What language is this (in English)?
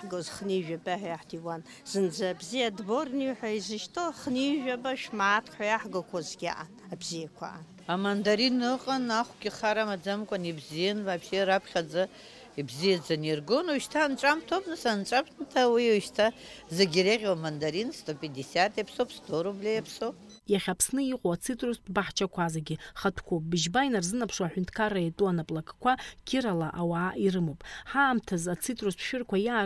Abkhazian